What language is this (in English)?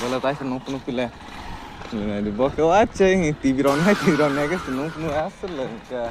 Kok Borok